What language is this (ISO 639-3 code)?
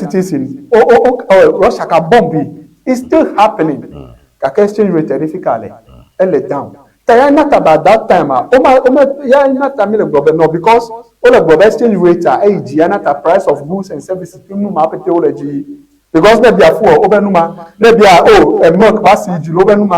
ewe